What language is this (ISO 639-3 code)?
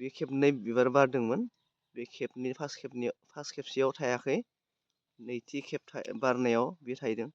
brx